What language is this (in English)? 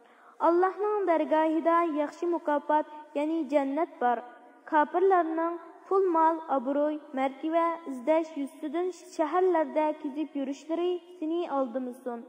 Uyghur